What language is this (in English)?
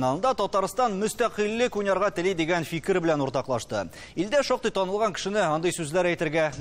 Tatar